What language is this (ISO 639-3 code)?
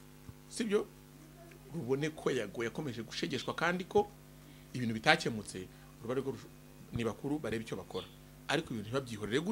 kin